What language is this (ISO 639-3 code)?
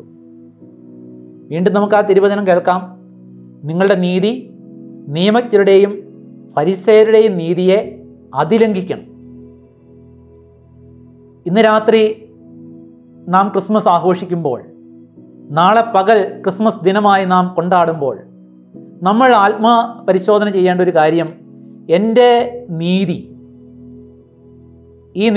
mal